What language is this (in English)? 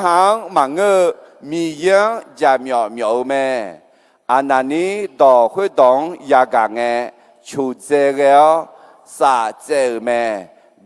Akha